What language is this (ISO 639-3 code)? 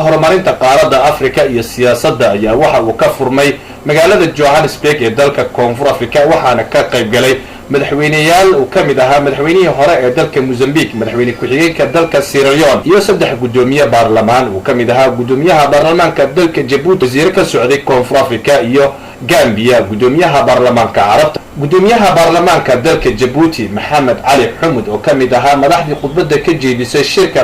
som